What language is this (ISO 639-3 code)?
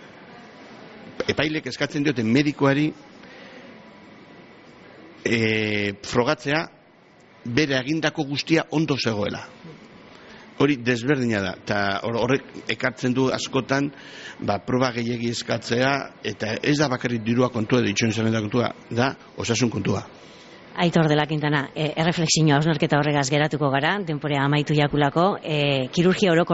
eus